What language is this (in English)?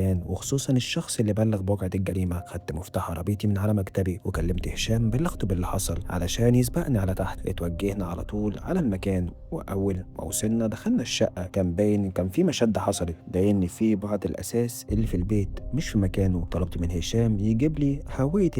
Egyptian Arabic